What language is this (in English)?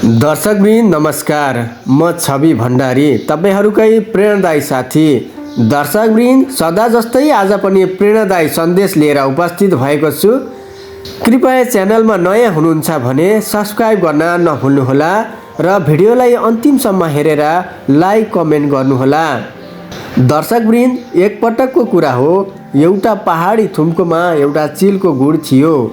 Nepali